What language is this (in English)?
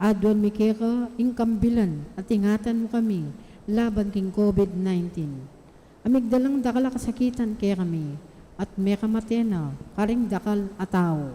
Pampanga